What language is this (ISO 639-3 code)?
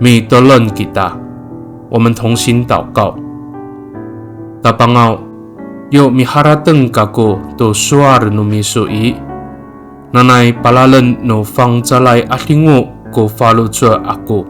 ami